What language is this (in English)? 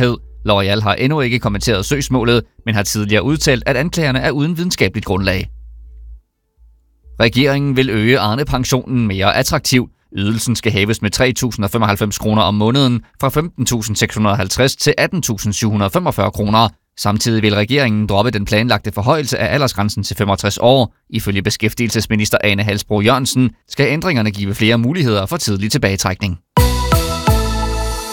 Danish